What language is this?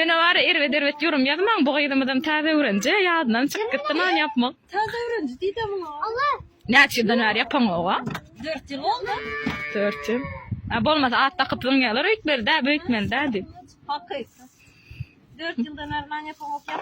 Turkmen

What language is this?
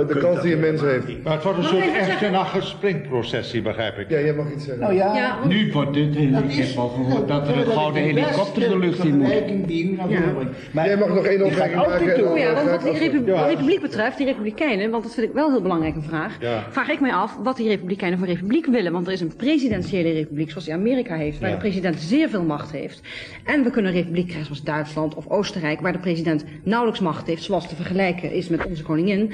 Dutch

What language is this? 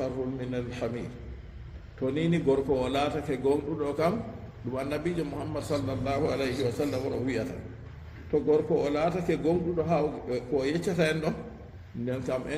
Fula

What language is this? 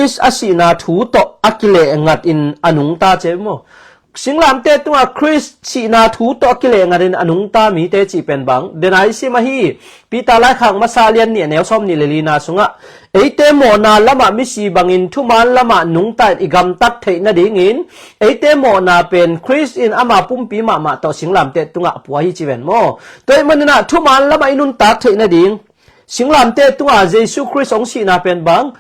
Tedim Chin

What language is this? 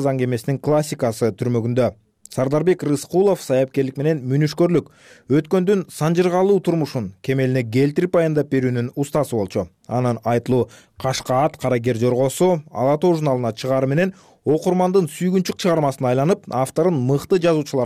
Kyrgyz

